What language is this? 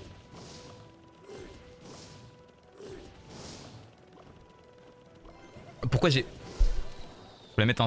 French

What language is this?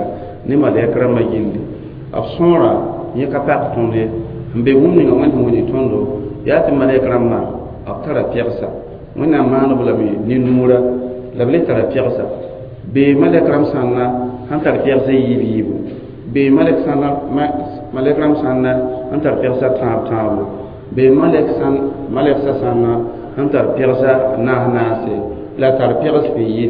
Mossi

